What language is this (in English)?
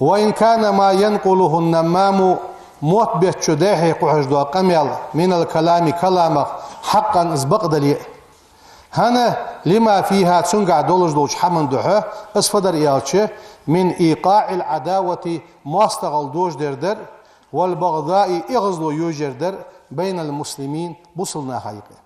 Ingush